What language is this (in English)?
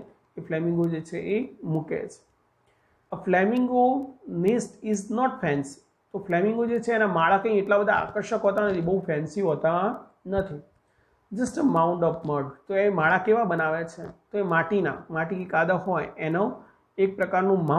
Gujarati